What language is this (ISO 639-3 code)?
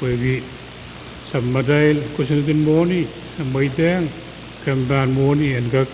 pon